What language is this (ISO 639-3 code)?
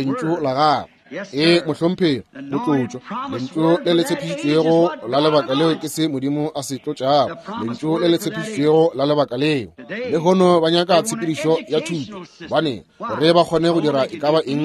nso